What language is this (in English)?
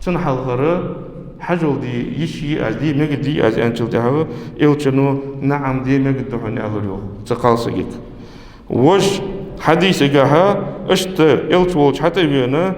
Ingush